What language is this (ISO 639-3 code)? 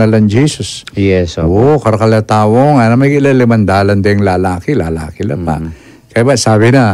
pam